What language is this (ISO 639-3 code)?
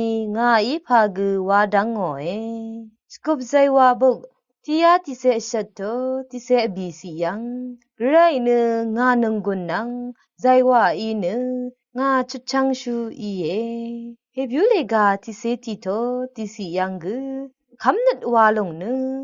raw